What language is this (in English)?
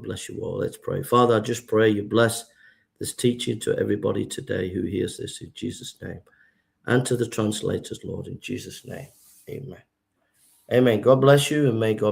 English